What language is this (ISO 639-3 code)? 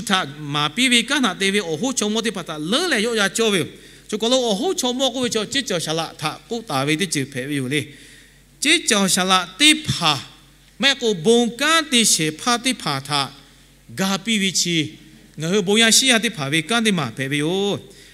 lhu